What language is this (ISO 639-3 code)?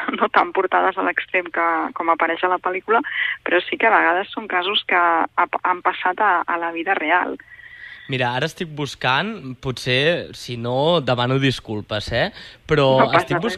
cat